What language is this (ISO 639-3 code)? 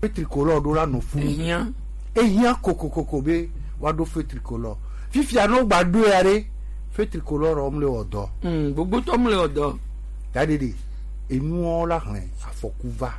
gej